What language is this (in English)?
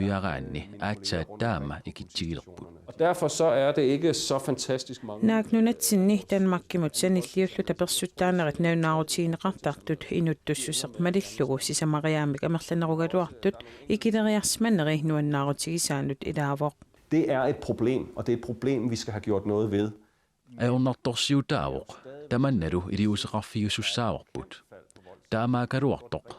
Kalaallisut